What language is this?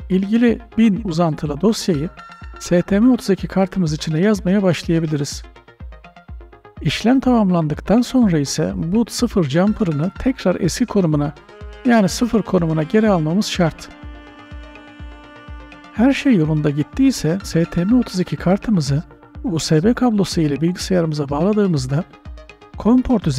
Turkish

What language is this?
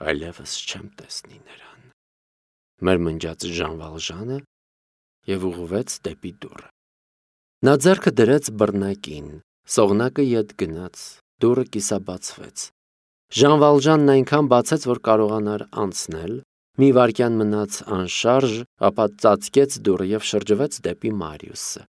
Armenian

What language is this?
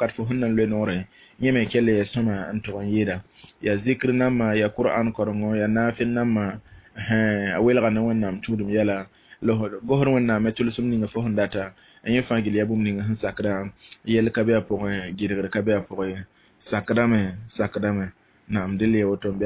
Mossi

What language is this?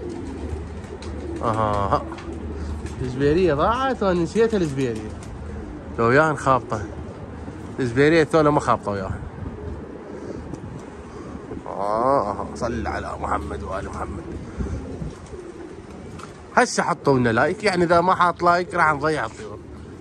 Mesopotamian Arabic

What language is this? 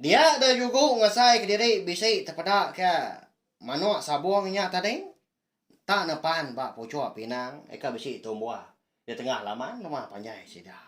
Iban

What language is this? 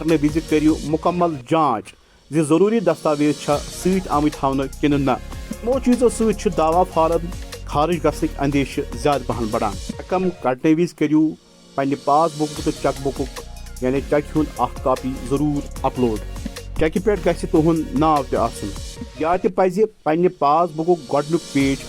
Kashmiri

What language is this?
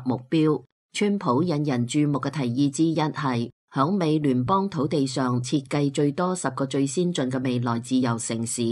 Cantonese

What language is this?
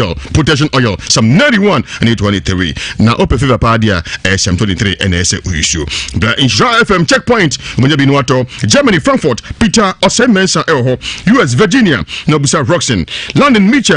Akan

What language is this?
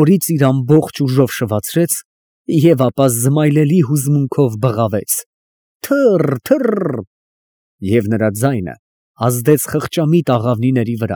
Armenian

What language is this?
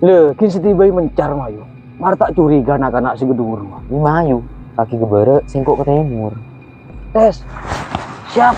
Madurese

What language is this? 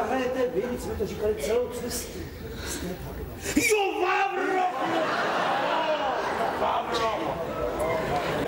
Czech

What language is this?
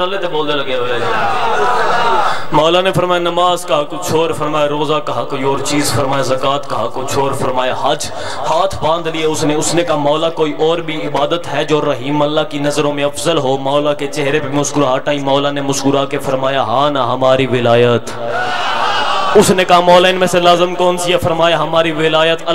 Urdu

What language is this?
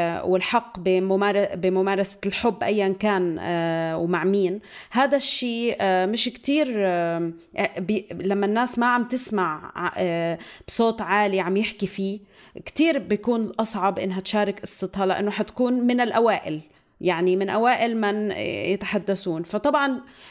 North Levantine Arabic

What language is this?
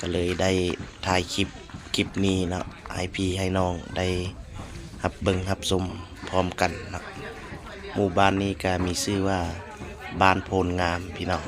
Lao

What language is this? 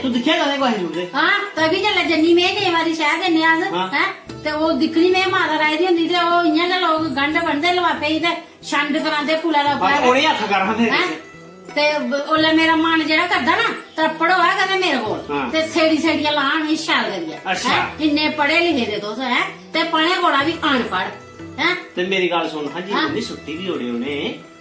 Dogri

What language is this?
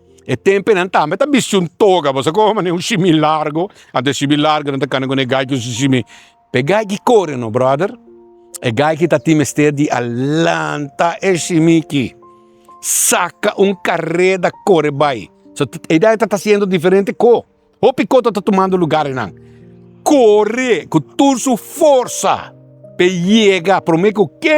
Papiamento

